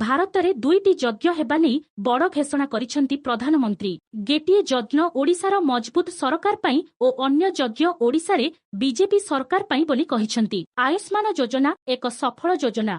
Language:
Odia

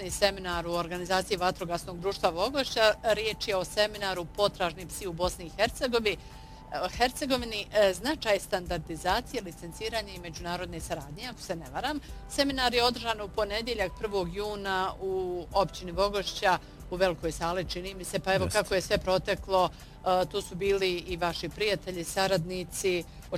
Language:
Bosnian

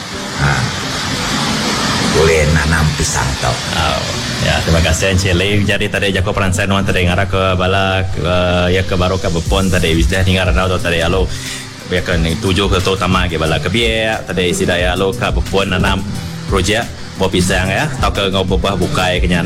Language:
Iban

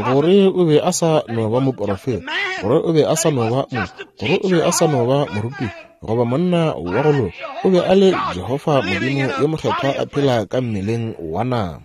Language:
Northern Sotho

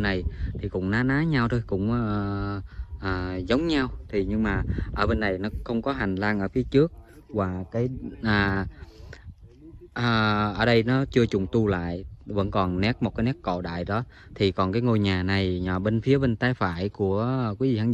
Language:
Vietnamese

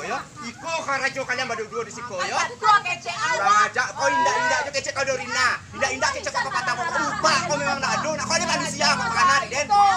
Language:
Minangkabau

